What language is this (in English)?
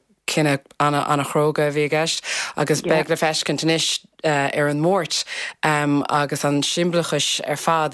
Irish